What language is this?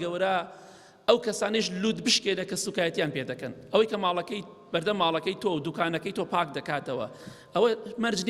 Central Kurdish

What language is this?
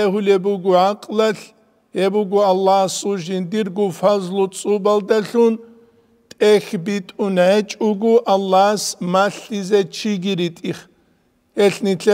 Avaric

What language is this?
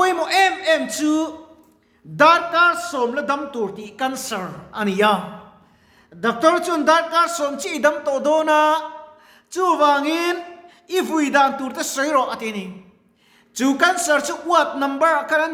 Mizo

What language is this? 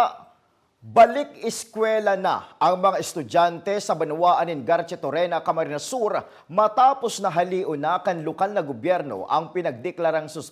Bikol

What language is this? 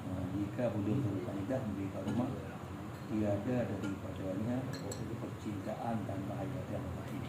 Achinese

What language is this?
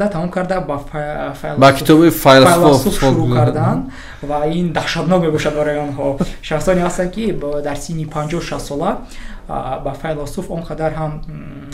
Tajik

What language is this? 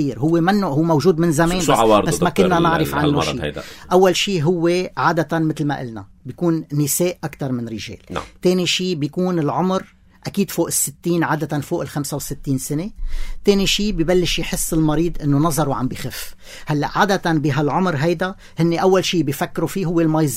North Levantine Arabic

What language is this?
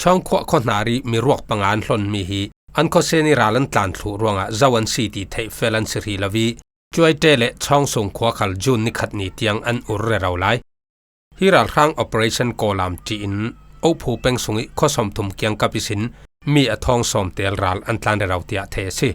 Falam Chin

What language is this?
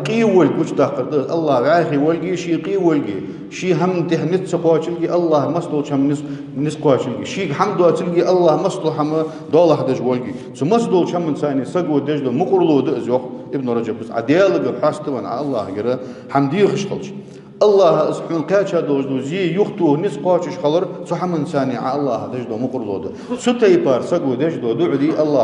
Ingush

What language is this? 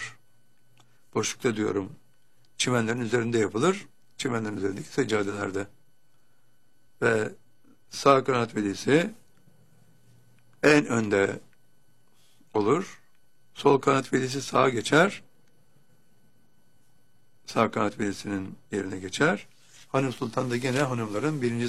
Turkish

